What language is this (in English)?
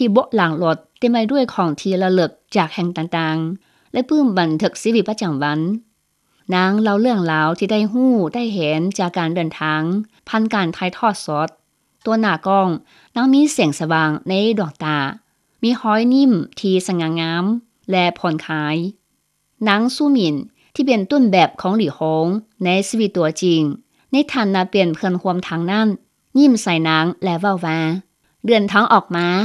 Lao